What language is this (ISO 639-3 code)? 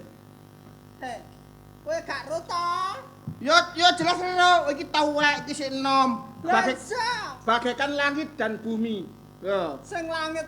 jav